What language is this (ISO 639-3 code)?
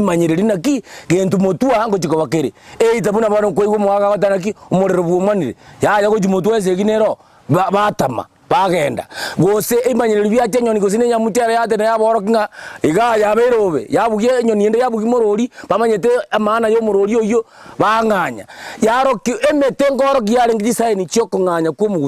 guz